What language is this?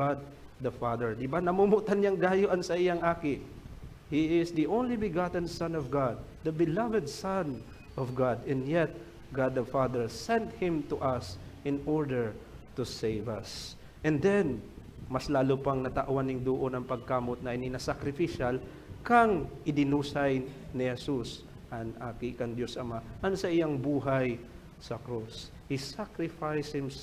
Bikol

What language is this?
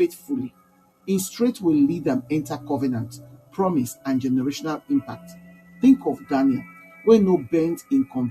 Nigerian Pidgin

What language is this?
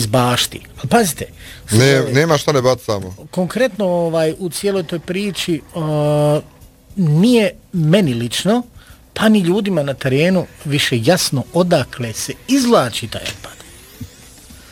Bosnian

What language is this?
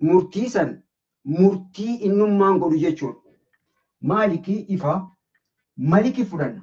Oromo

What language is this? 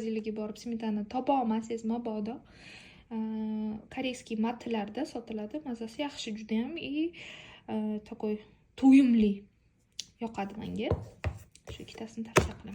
Uzbek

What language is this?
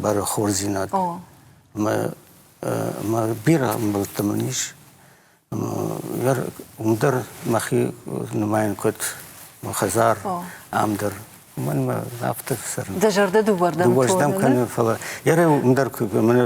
Ossetic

